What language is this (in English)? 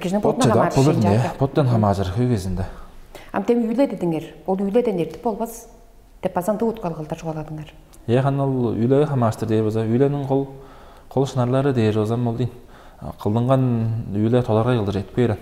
Tuvinian